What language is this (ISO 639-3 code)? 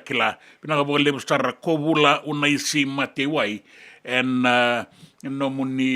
fij